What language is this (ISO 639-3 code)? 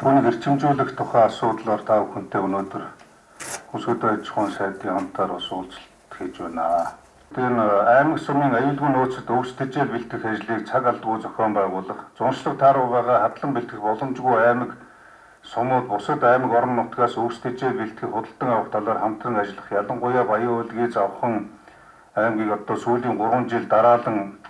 mon